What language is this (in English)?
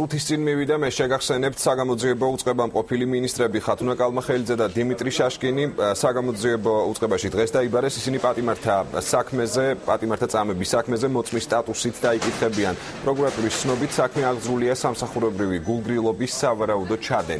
Georgian